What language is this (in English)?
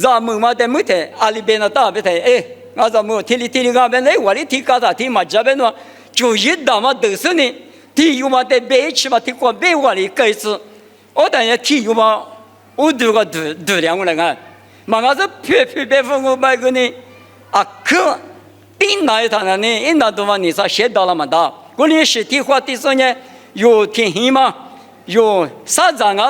Lisu